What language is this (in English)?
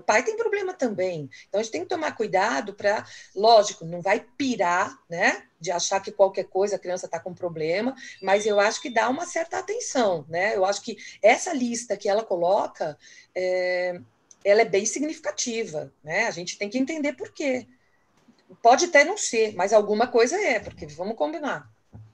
Portuguese